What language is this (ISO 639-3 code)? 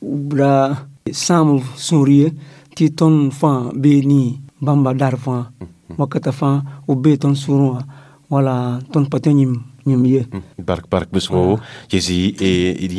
mos